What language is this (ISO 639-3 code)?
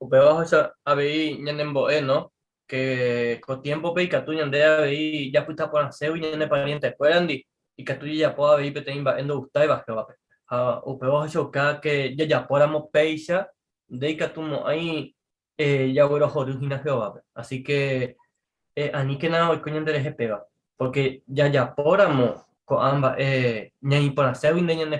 grn